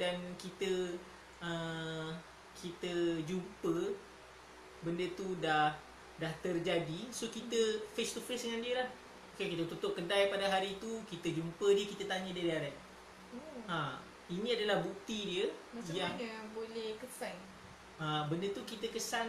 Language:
Malay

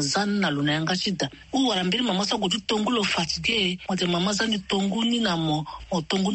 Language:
Sango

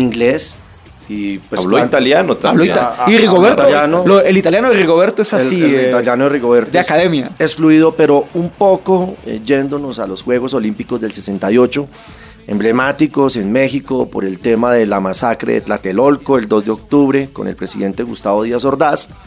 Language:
Spanish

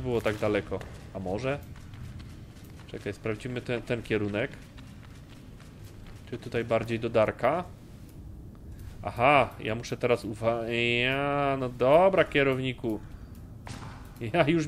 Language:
Polish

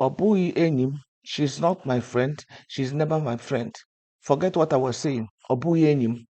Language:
Igbo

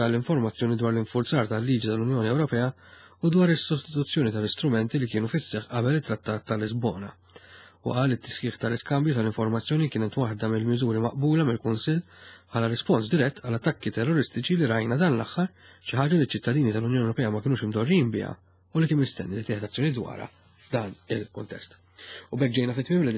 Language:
Maltese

